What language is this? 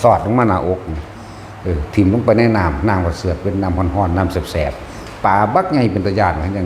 Northeastern Thai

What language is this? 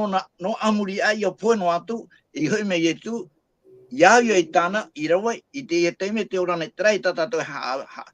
Tahitian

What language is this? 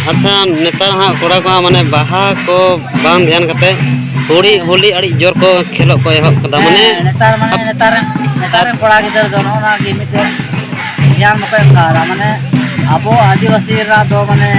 Santali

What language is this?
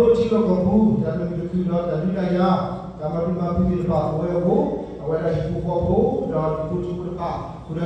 S'gaw Karen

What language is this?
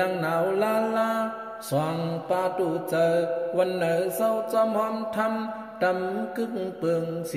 Shan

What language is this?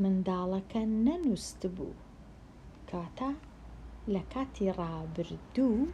Central Kurdish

